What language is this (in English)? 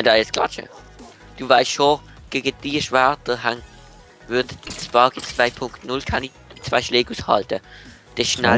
Swiss German